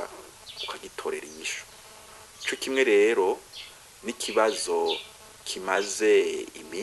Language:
Rundi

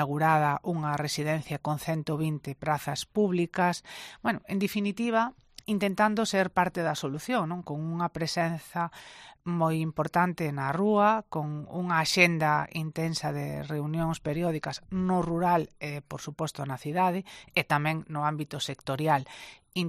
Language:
Galician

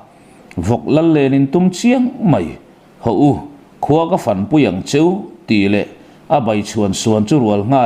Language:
Mizo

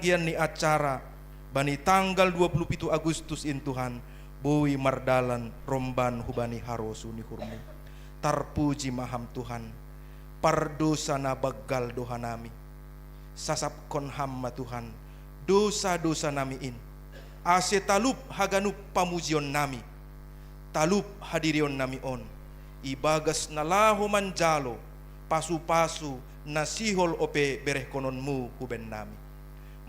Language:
Batak Simalungun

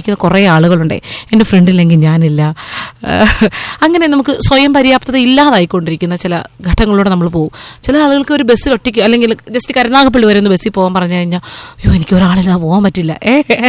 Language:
Malayalam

